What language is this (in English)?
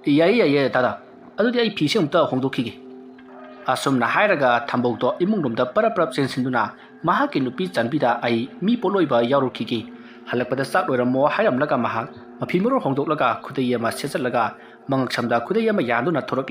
Manipuri